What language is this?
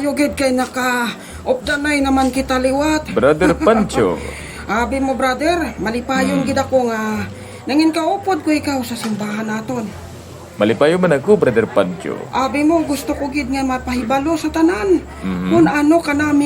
Hiligaynon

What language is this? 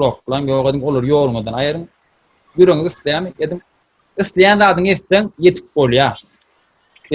Turkmen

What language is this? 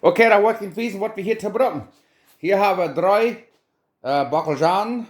Plautdietsch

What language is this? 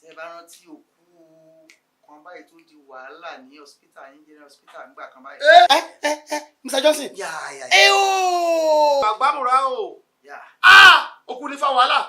Yoruba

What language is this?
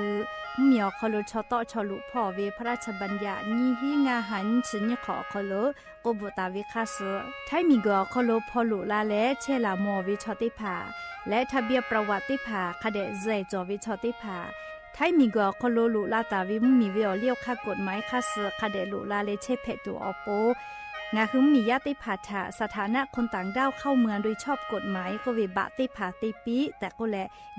Lahu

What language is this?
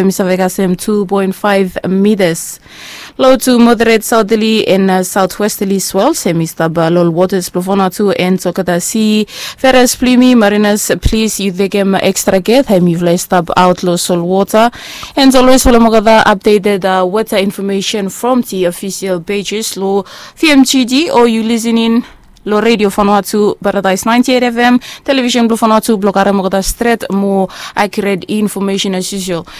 Bislama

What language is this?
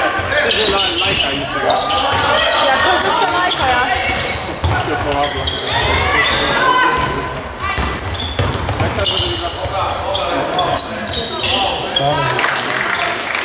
Slovenian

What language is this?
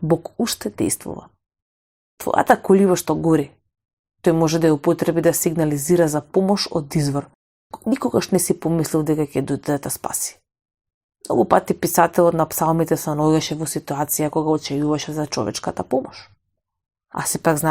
Macedonian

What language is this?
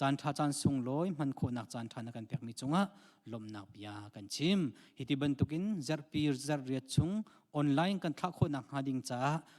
Hakha Chin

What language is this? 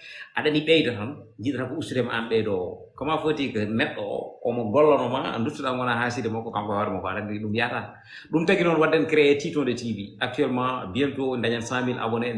Fula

